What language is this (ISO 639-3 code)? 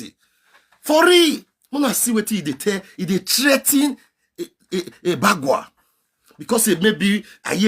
pcm